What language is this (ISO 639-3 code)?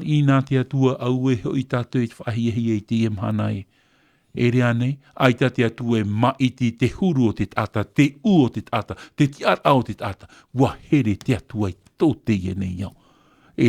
tah